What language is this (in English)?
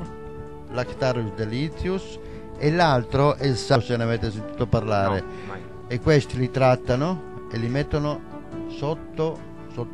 Italian